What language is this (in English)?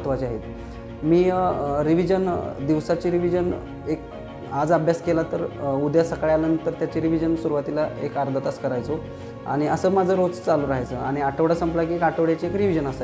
Marathi